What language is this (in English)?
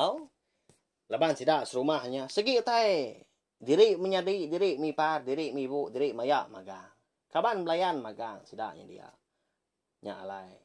Iban